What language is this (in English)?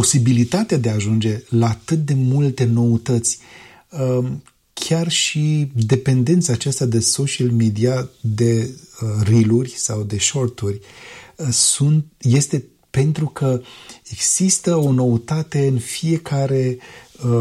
Romanian